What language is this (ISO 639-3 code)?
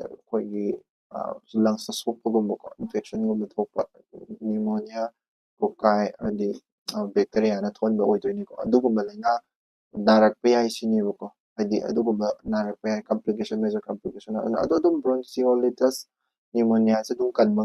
mni